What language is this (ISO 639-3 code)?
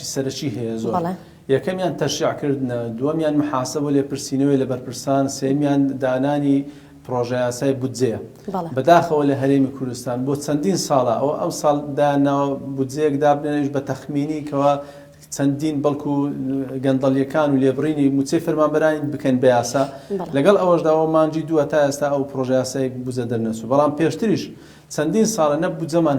ckb